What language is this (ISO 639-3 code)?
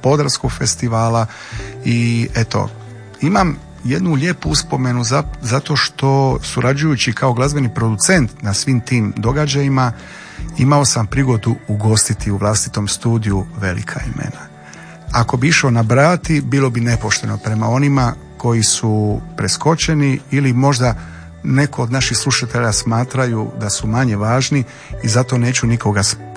hrv